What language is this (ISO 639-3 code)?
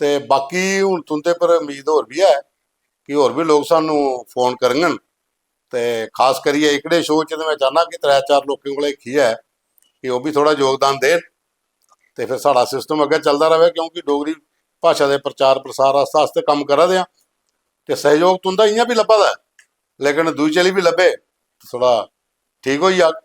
doi